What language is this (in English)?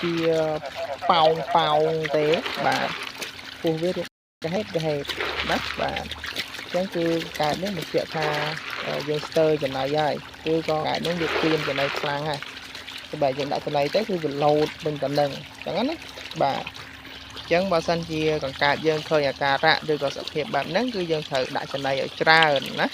Khmer